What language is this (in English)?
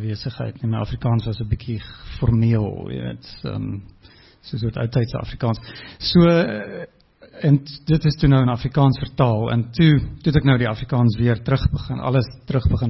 Afrikaans